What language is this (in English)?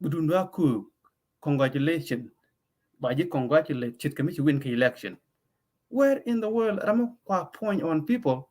Nuer